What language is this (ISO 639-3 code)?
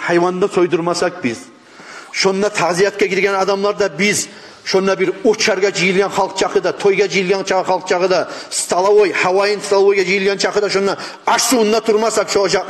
kum